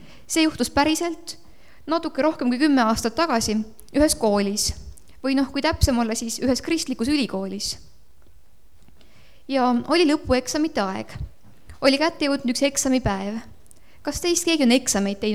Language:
Estonian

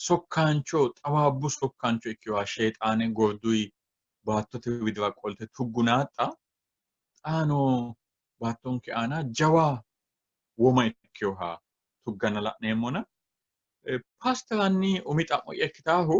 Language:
Sidamo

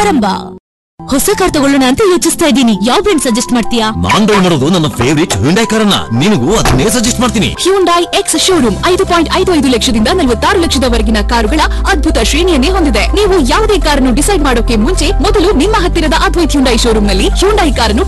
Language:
Kannada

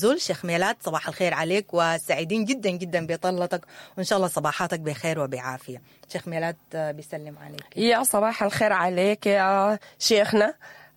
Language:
Sudanese Arabic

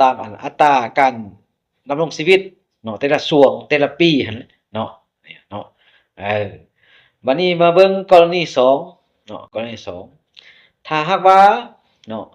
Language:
Lao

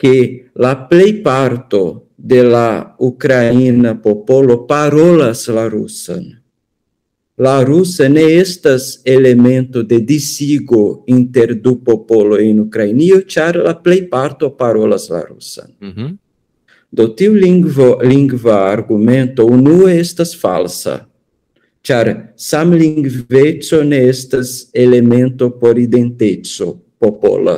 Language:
Esperanto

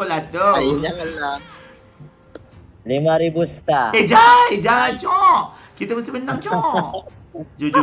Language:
Malay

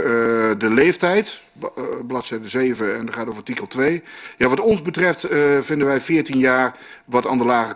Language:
Dutch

